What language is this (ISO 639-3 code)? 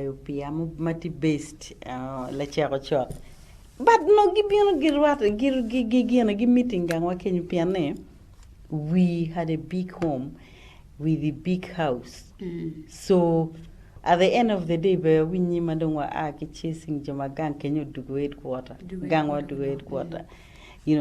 ach